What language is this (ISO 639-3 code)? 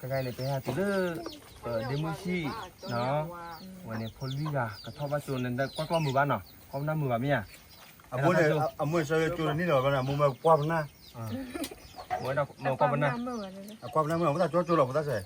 ksw